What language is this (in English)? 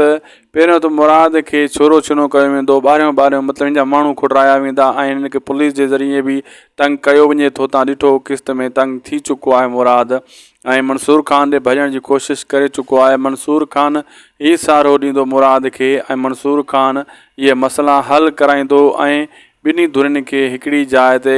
Sindhi